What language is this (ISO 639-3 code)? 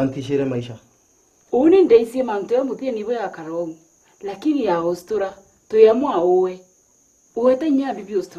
mer